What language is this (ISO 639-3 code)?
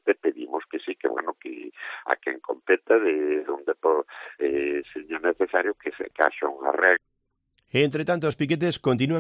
glg